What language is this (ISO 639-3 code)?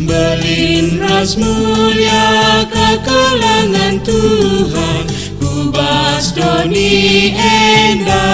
btx